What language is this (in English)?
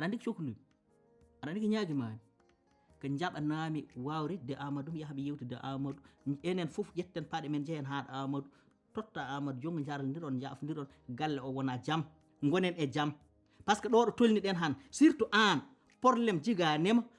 Fula